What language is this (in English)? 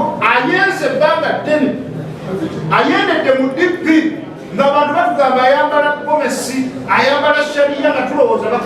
Ganda